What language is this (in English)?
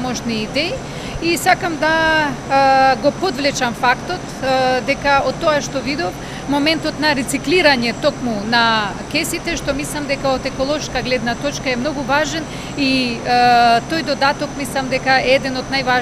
Macedonian